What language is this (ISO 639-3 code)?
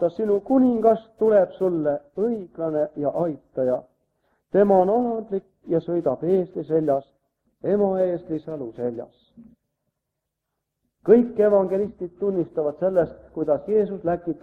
est